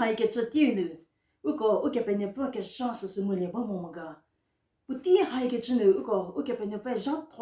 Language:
Angami Naga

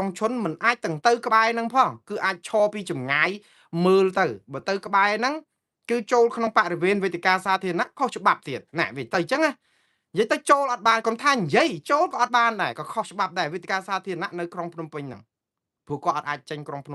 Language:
Khmer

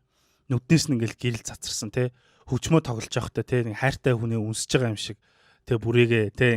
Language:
Mongolian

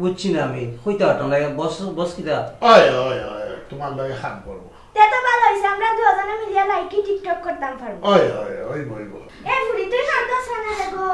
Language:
Sylheti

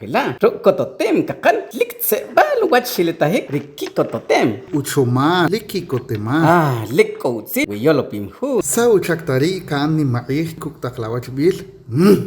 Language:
Achi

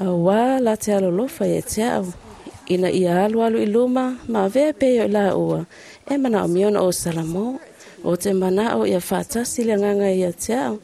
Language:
Samoan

